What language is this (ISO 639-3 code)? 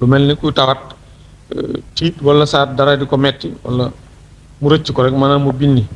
wol